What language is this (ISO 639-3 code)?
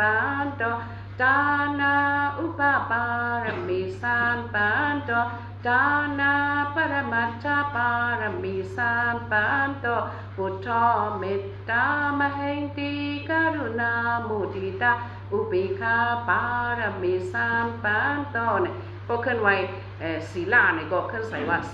shn